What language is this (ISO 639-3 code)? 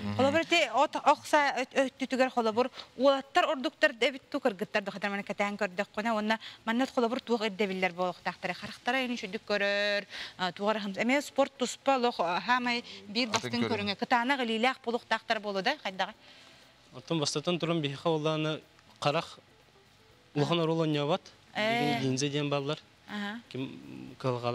sah